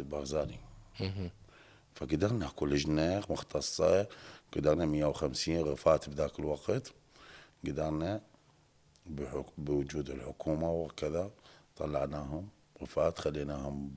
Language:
Mesopotamian Arabic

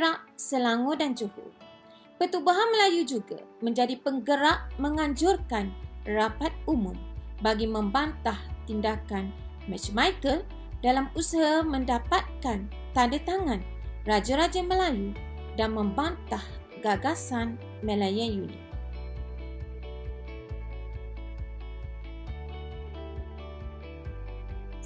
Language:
Malay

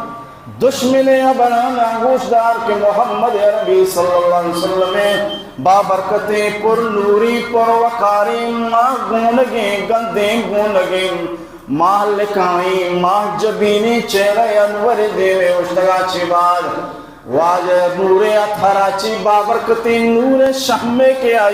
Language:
Baluchi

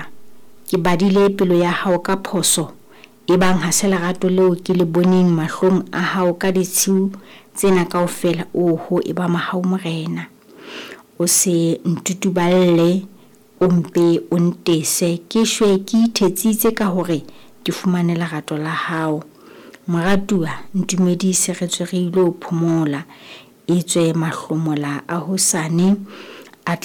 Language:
Southern Sotho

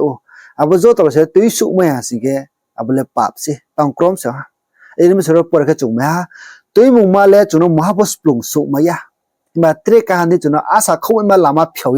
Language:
Riang (India)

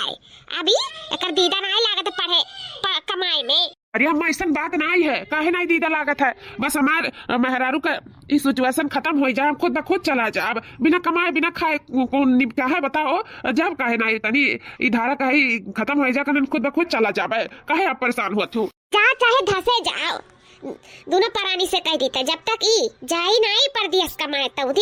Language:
Awadhi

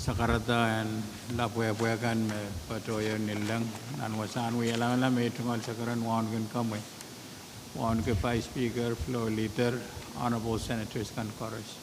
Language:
Pohnpeian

